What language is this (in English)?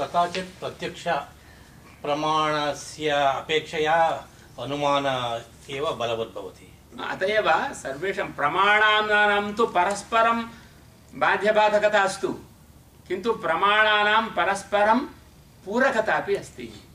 Sanskrit